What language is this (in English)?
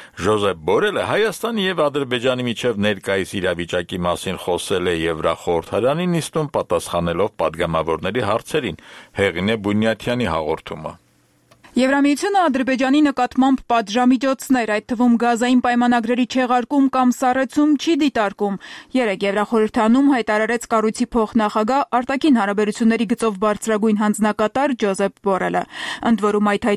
Armenian